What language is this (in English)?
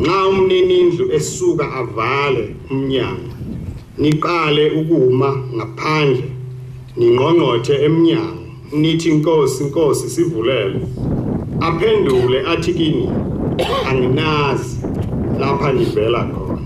Zulu